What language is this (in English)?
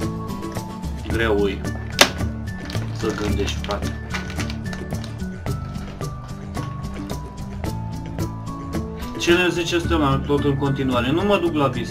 Romanian